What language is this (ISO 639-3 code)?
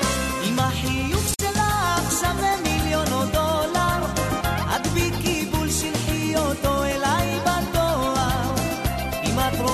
heb